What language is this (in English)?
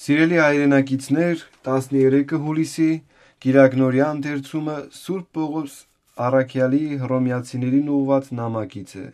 Armenian